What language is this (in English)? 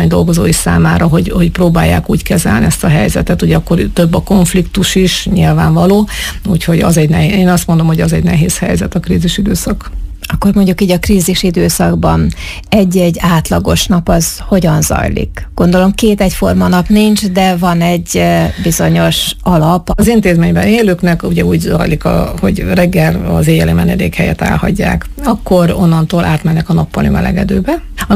Hungarian